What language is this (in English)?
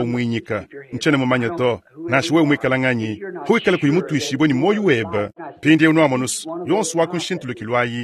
Luba-Lulua